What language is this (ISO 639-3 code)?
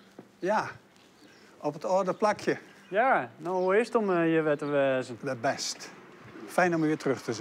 fry